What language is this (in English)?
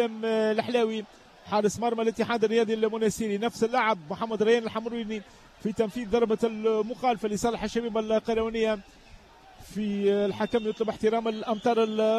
Tunisian Arabic